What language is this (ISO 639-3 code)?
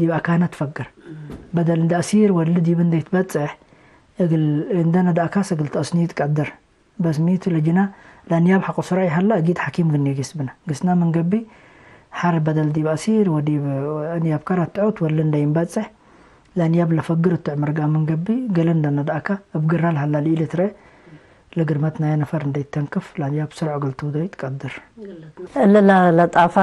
tig